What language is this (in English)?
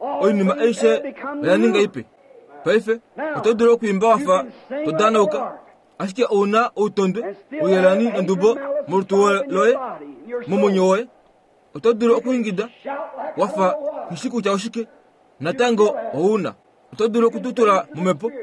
Kuanyama